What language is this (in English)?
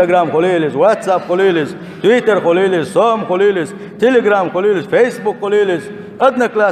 Chechen